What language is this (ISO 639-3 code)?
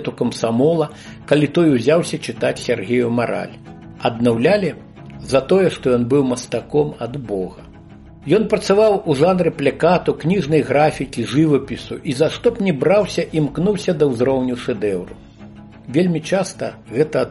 bel